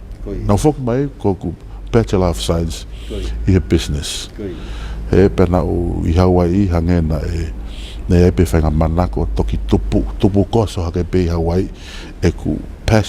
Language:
Tongan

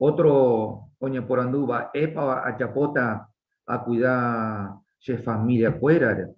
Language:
Guarani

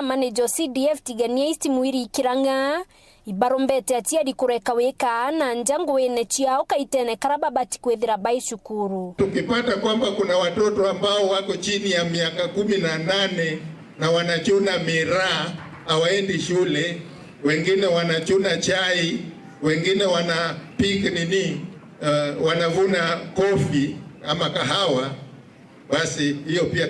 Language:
Meru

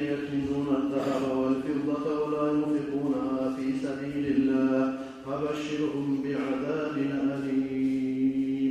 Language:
Kumyk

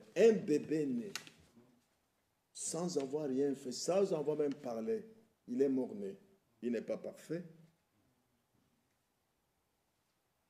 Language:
French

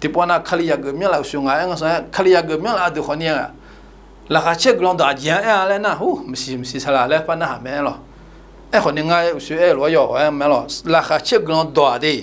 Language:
Akha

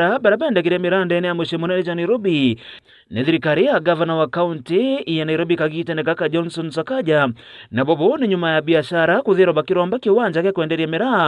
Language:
Meru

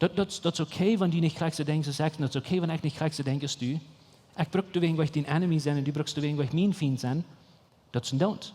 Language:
Plautdietsch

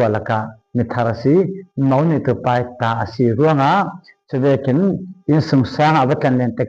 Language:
Falam Chin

